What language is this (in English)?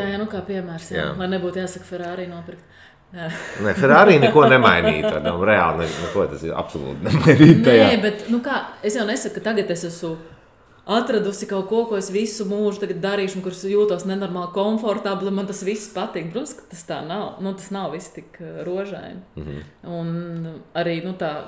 Latvian